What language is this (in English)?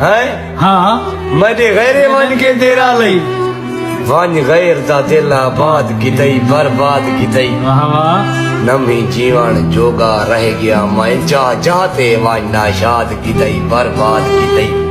Saraiki